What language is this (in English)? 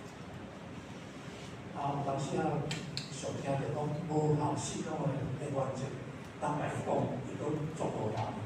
Min Nan Chinese